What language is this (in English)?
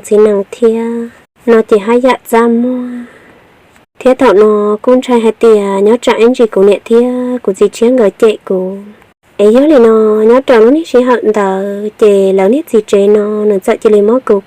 Hmong